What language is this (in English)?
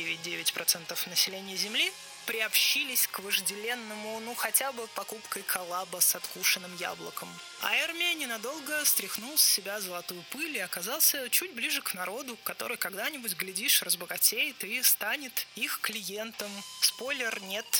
Russian